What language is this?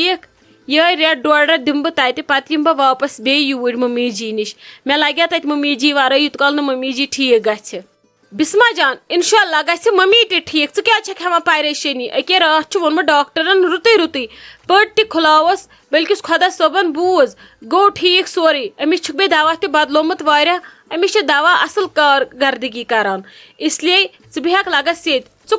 Kashmiri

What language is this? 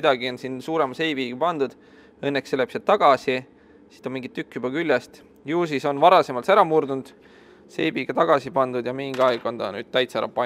Estonian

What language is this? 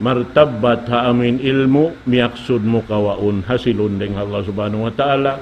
Tausug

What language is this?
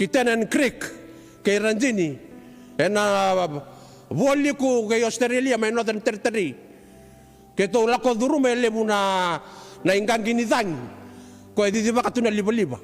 Fijian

